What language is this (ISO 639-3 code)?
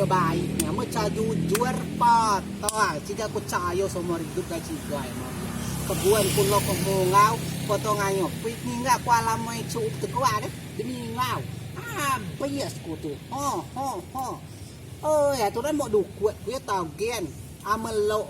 rej